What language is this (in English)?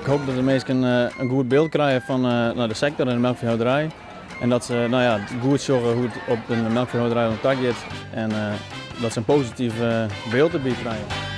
Western Frisian